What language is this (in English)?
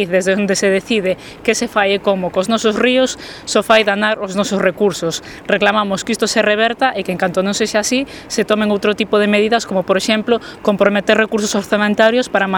Galician